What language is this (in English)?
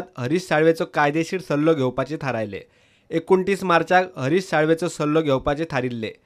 Konkani